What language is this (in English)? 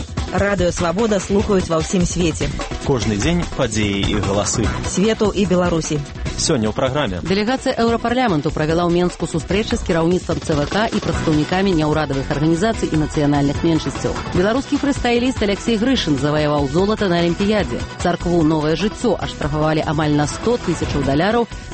Belarusian